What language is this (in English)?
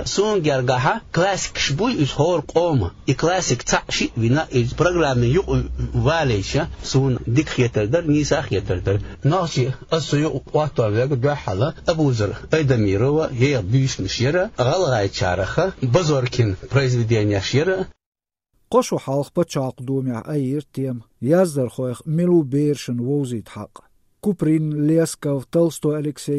Chechen